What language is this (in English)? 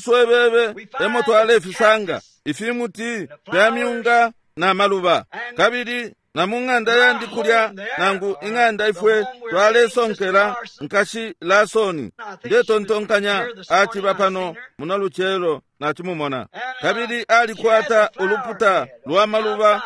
Bemba